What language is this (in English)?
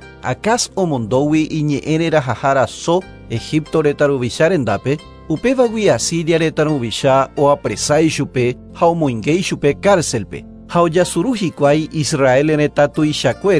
Guarani